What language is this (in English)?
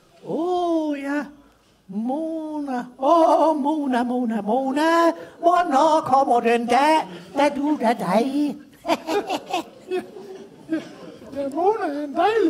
Danish